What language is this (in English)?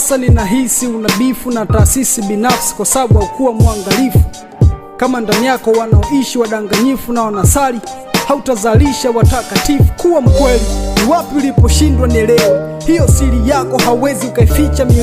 Swahili